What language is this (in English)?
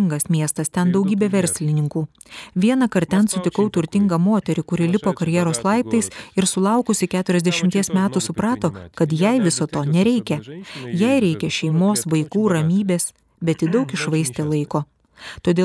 Lithuanian